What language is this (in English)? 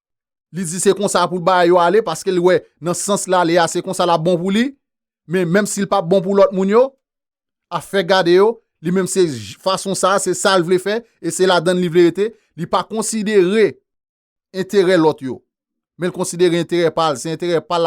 Haitian Creole